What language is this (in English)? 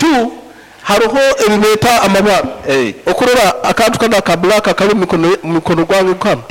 Nyankole